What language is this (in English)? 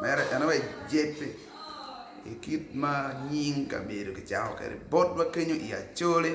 Acoli